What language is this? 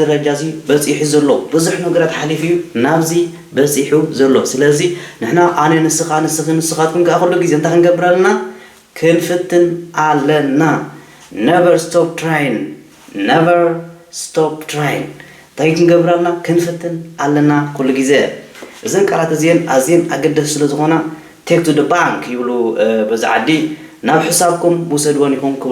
Tigrinya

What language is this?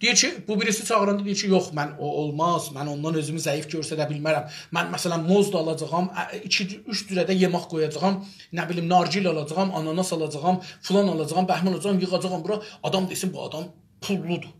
South Azerbaijani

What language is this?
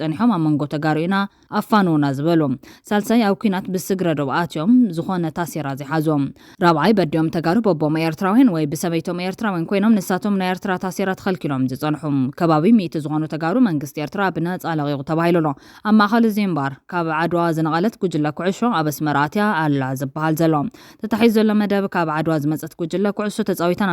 Tigrinya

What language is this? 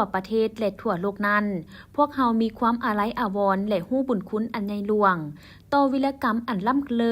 Lao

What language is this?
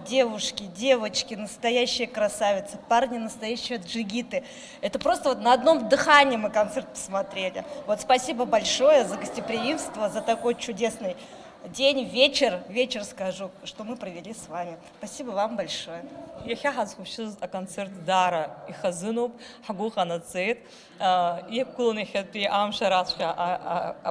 Abkhazian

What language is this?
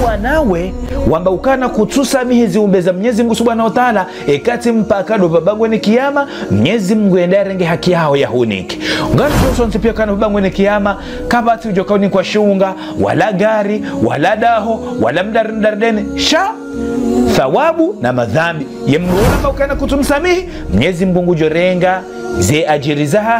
Ngazidja Comorian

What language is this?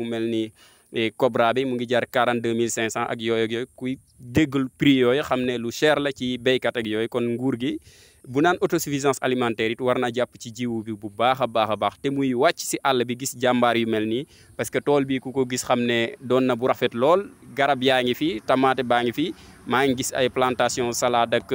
Wolof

